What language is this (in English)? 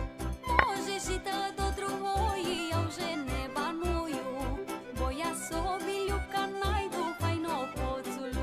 Rusyn